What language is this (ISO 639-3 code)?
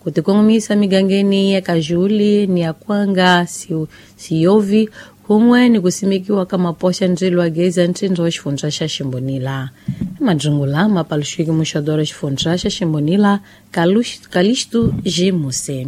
tso